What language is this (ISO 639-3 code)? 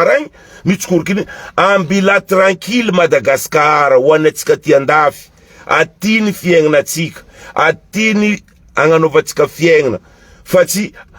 mlg